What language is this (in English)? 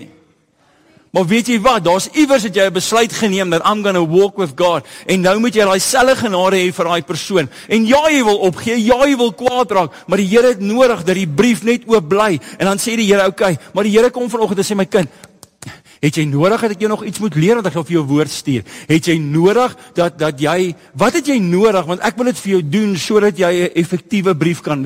Afrikaans